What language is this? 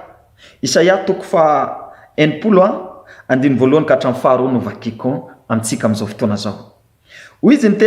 Malagasy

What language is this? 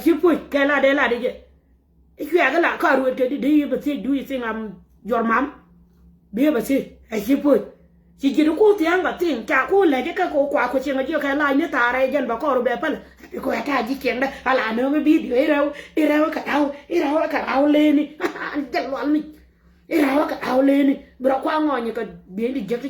Nuer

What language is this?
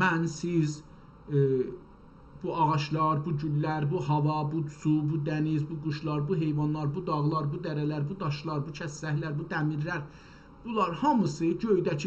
South Azerbaijani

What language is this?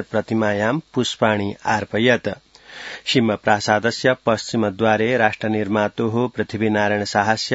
Sanskrit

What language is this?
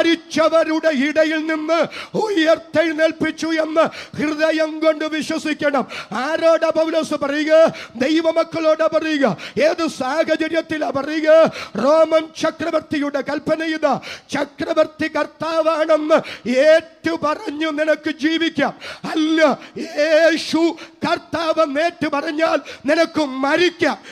Malayalam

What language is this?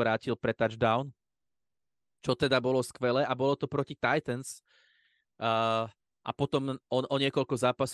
Slovak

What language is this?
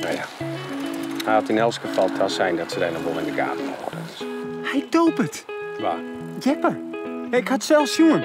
Western Frisian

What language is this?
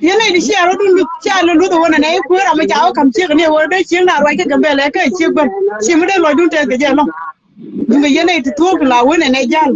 Nuer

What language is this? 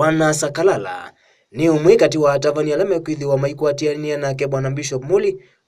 Kamba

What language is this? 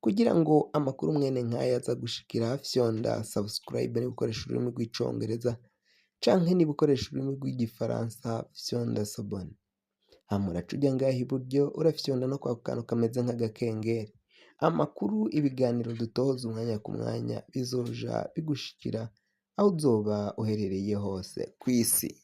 Rundi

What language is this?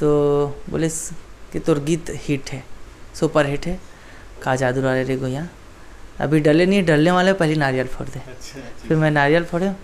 Chhattisgarhi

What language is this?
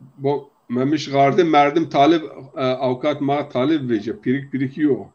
Zaza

